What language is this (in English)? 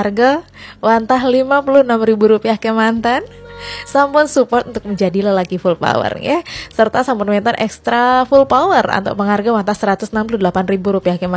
Balinese